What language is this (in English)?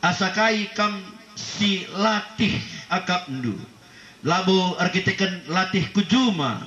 Batak Karo